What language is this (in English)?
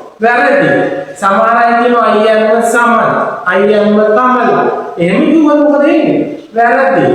Sinhala